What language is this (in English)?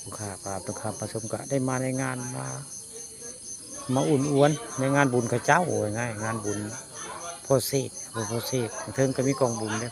Northeastern Thai